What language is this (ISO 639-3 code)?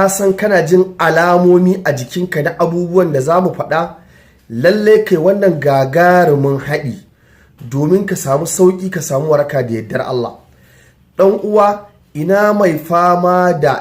hau